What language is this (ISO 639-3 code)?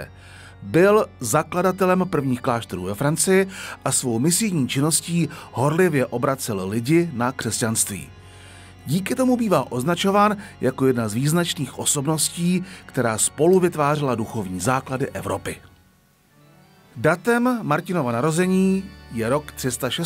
ces